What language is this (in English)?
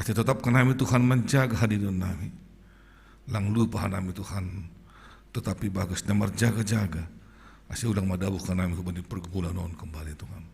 Batak Simalungun